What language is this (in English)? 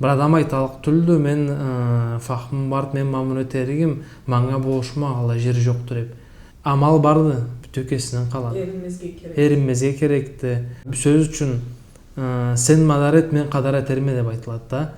Karachay-Balkar